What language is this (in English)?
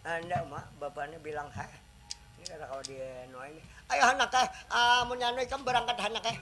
Banjar